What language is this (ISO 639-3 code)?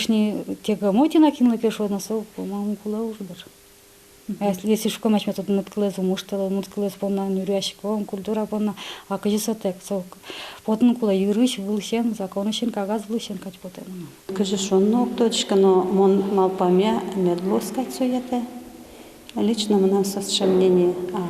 udm